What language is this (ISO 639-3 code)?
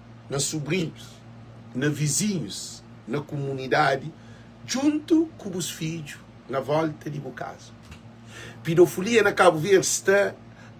kea